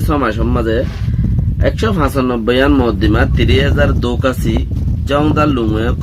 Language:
Rohingya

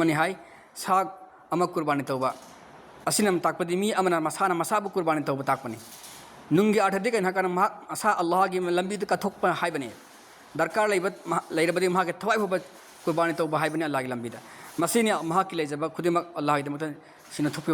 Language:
Manipuri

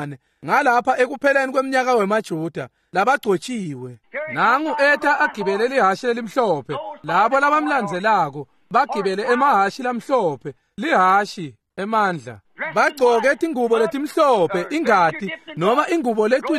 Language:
Swati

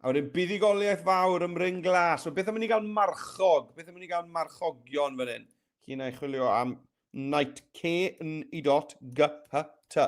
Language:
Welsh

